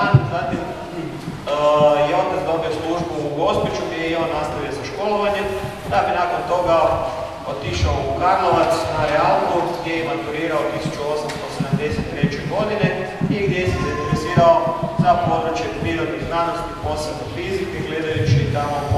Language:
Croatian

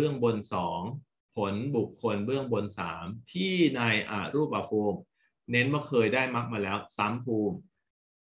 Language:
Thai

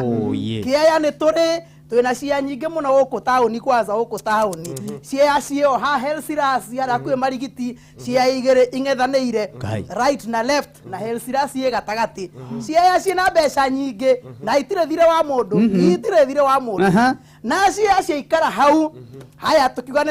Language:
Kikuyu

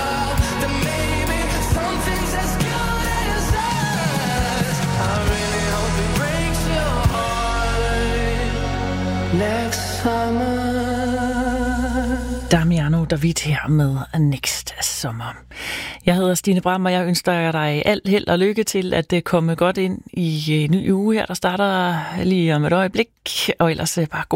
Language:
Danish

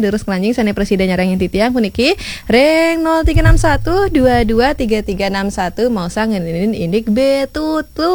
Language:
Balinese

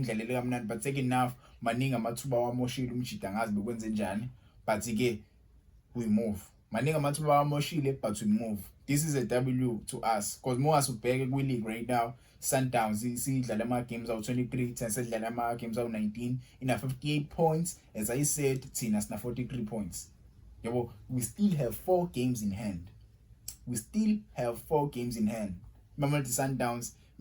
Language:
Zulu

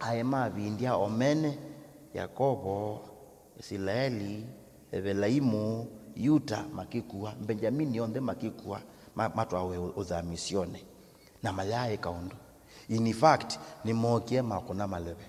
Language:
Kamba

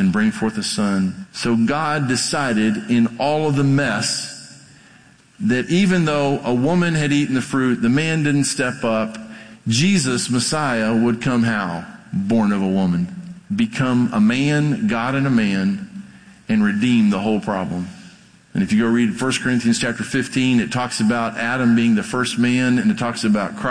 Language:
English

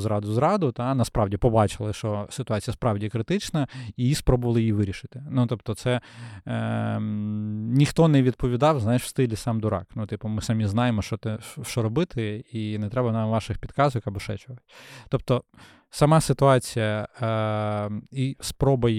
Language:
Ukrainian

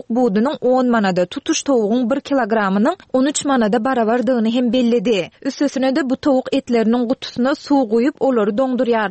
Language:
Turkmen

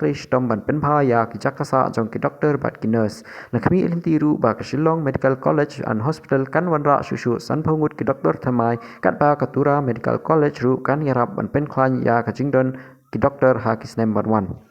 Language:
Khasi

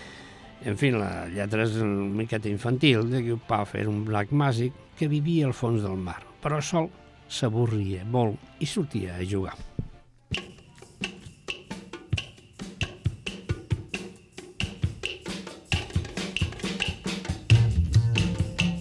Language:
Catalan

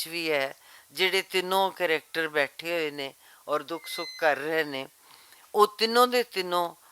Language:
Western Panjabi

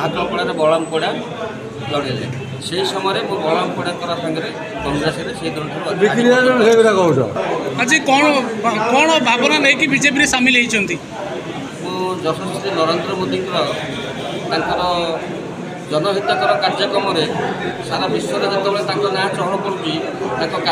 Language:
Odia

